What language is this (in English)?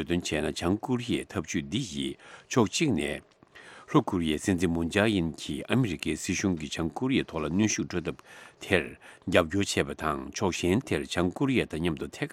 Tibetan